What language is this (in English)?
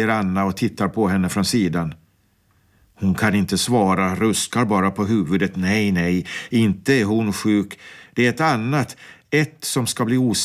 Swedish